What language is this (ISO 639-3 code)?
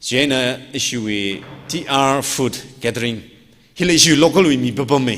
nmf